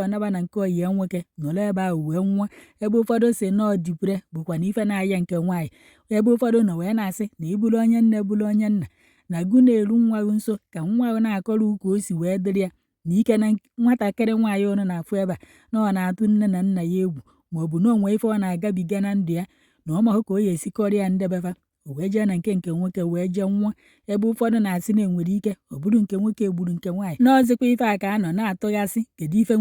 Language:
Igbo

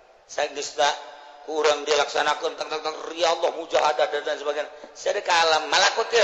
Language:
Sundanese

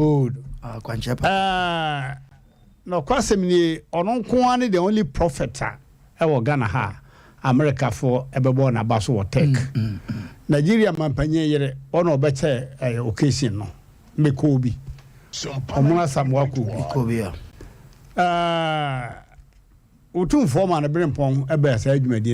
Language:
Akan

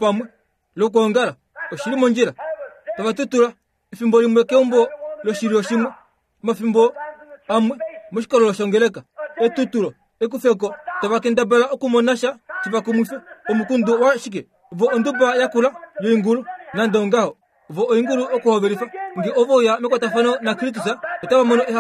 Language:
Kuanyama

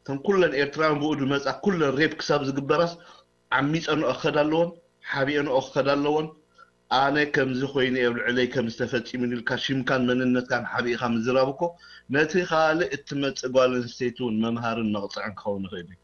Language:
Tigrinya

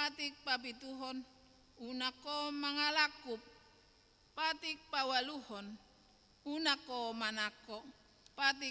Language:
Batak Toba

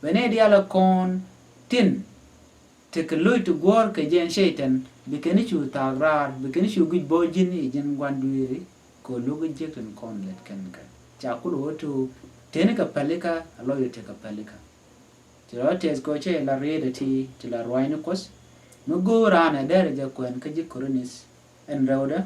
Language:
Nuer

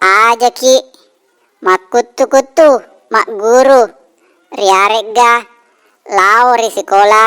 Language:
Buginese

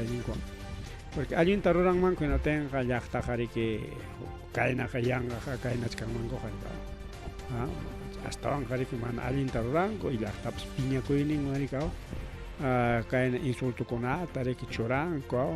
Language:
Ayacucho Quechua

